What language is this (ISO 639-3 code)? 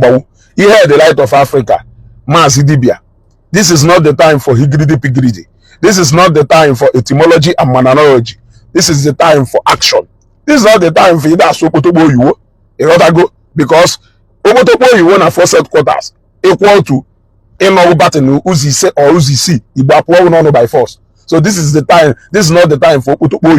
ibo